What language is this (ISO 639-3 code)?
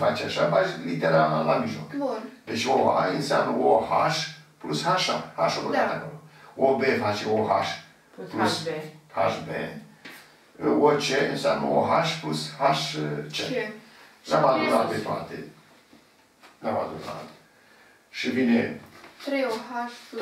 ron